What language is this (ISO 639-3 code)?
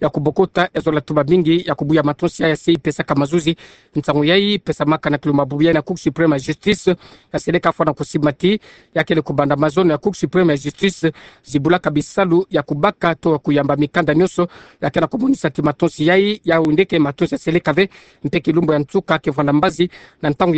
ktu